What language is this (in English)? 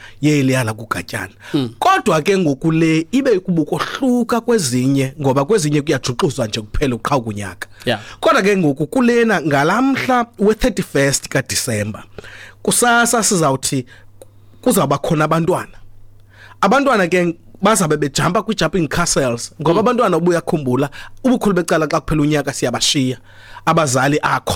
Xhosa